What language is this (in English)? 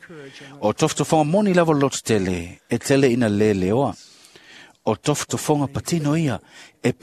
Samoan